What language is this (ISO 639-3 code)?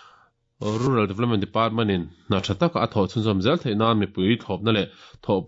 lus